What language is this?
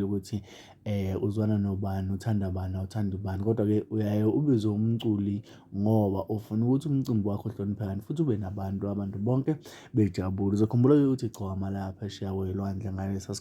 Zulu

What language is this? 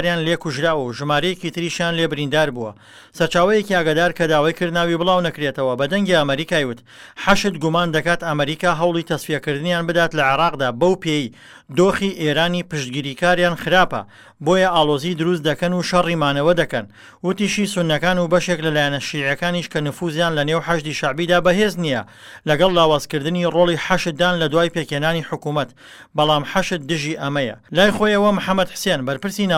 Central Kurdish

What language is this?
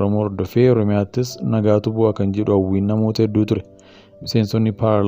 Oromo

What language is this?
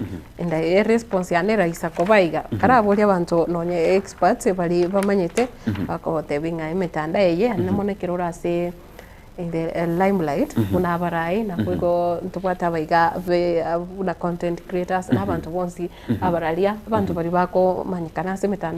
Gusii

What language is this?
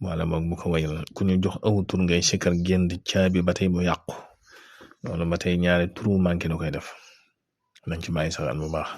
Wolof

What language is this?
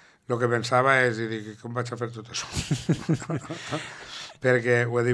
Catalan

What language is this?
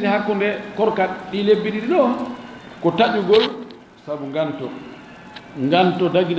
Fula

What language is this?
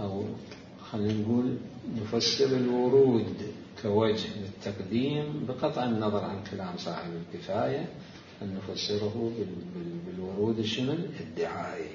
Mesopotamian Arabic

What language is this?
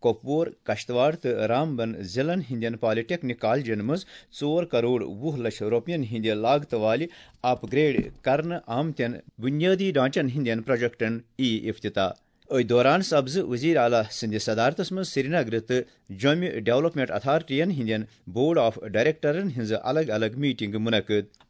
Kashmiri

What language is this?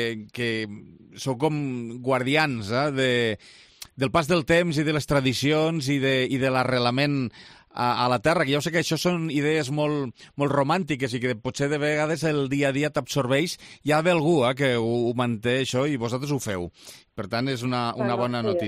Catalan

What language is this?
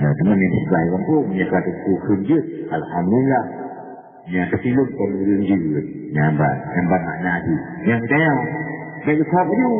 Achinese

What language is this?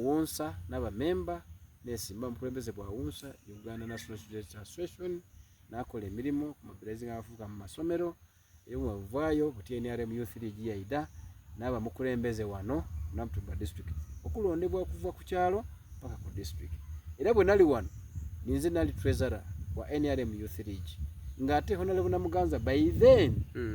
Soga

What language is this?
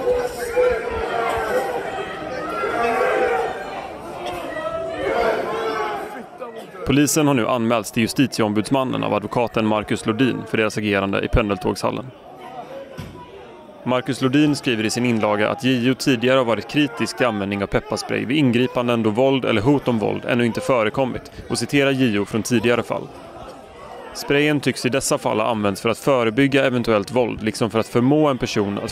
Swedish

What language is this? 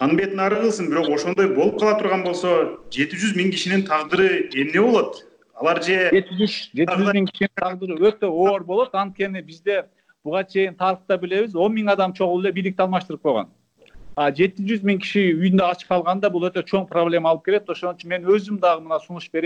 Kyrgyz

